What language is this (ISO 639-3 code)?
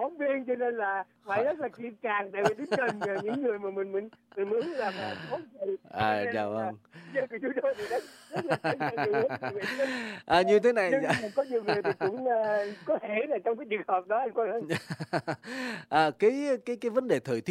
vie